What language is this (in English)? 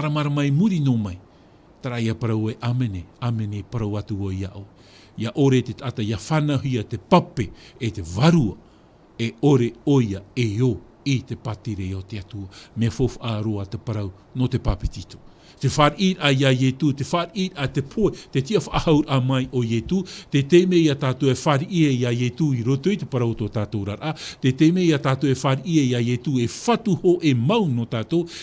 Tahitian